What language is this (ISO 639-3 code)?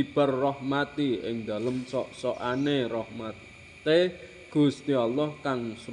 jav